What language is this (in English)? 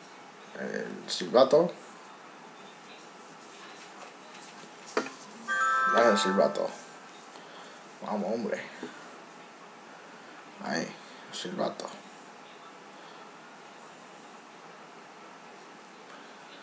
Spanish